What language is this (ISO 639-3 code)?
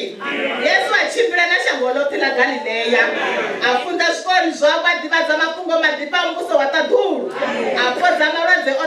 ven